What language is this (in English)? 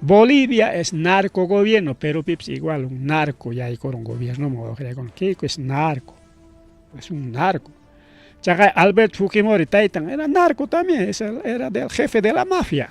Ayacucho Quechua